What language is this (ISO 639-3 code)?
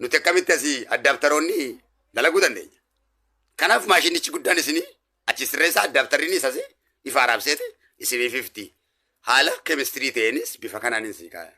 orm